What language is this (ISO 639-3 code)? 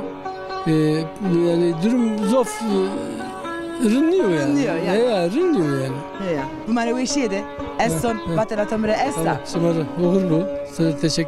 zza